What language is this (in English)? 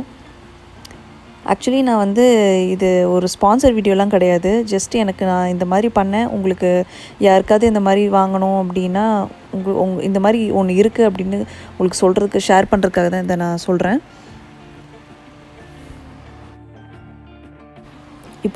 Tamil